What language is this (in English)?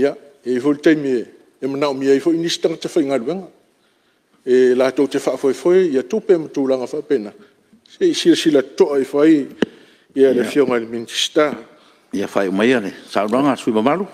Samoan